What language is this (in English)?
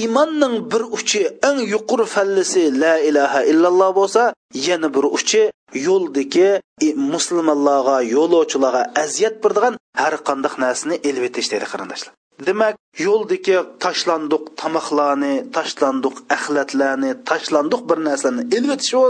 Uyghur